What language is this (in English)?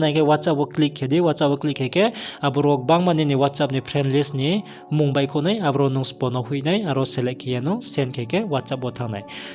Riang (India)